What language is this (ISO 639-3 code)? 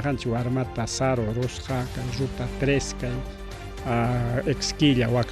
quy